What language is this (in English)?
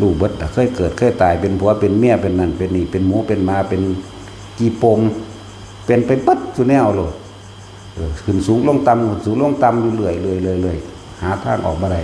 Northeastern Thai